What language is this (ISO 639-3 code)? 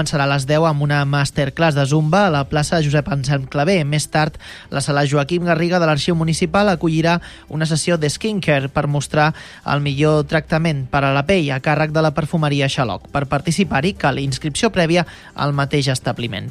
cat